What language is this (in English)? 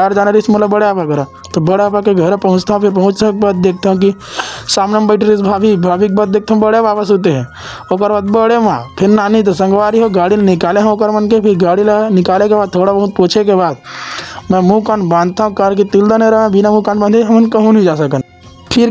Chhattisgarhi